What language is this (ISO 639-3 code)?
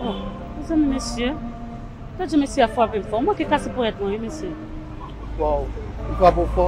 hat